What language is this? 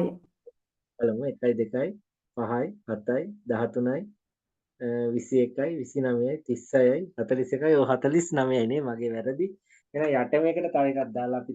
Sinhala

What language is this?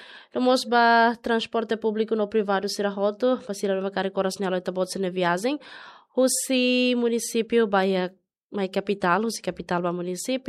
Tetum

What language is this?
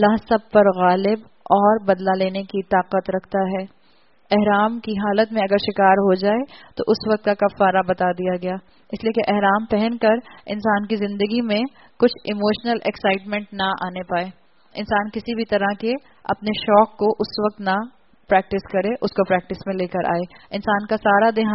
Urdu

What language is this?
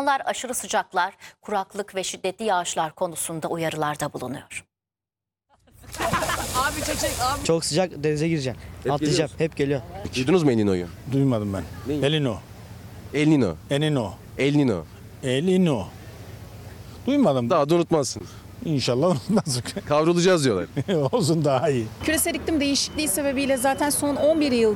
Turkish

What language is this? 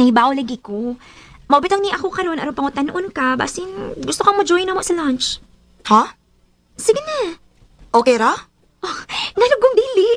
Cebuano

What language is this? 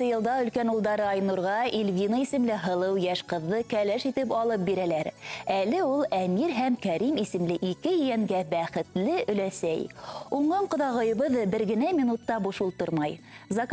Bashkir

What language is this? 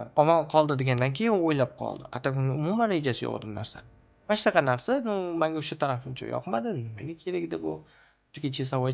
Uzbek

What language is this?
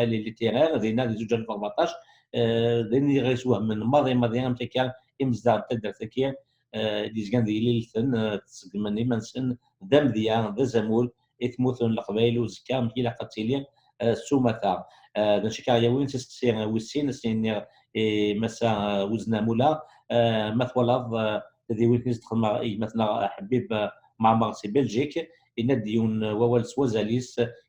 Kabyle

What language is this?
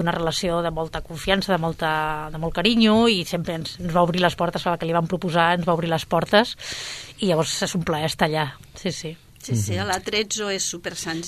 Catalan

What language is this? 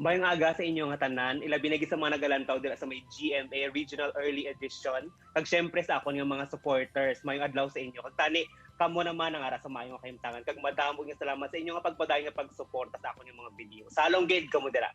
Hiligaynon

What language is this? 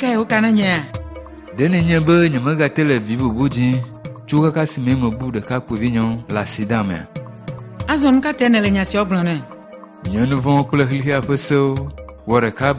Ewe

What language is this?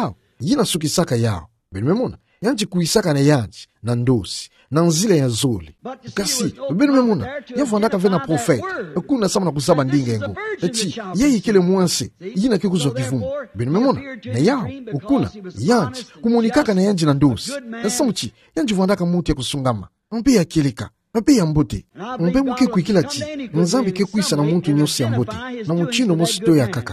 Kituba (Democratic Republic of Congo)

